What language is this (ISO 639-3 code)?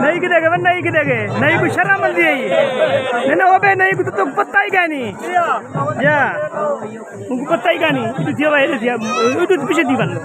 skr